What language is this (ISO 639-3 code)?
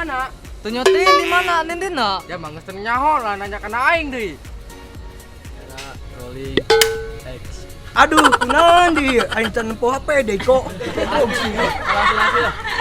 sun